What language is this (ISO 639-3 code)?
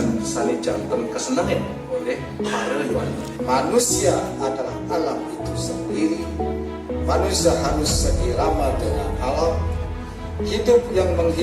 ban